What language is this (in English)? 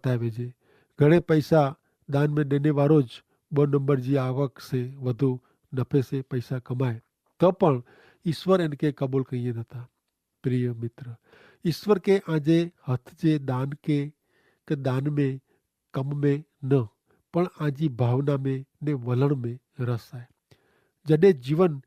Kachhi